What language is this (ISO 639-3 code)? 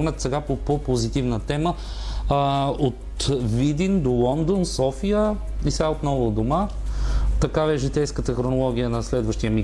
bul